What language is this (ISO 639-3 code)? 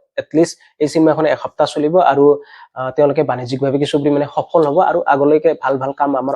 asm